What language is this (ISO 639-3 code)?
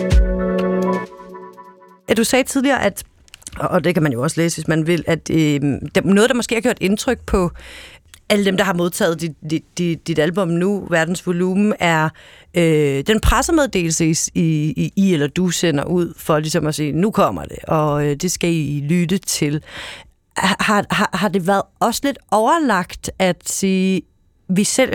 dan